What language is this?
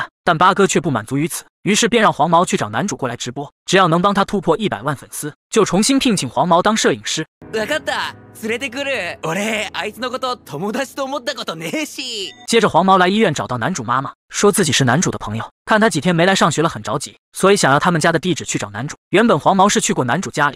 Chinese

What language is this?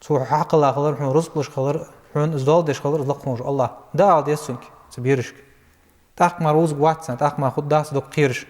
Ingush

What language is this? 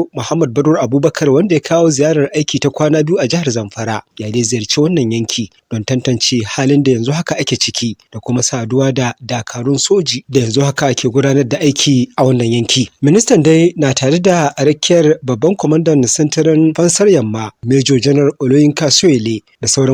Hausa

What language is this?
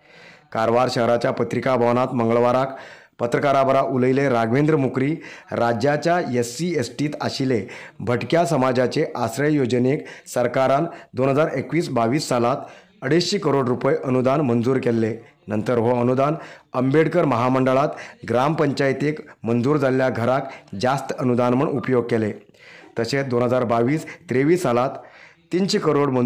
Konkani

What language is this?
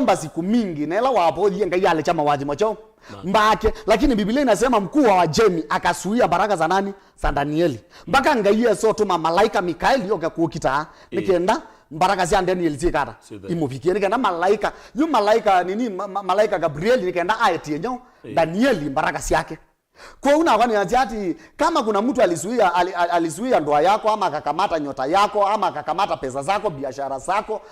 Kamba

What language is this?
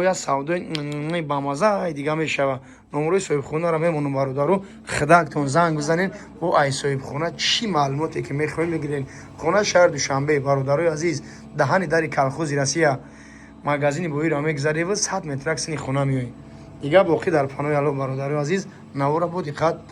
Tajik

